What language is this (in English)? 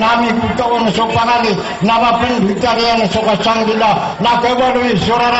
Maranao